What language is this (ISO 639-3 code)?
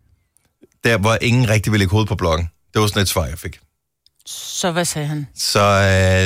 dan